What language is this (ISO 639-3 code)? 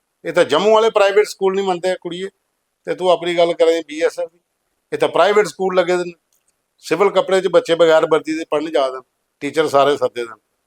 doi